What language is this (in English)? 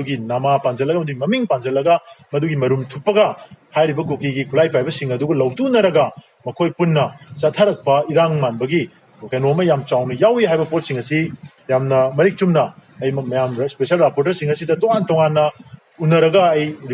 Manipuri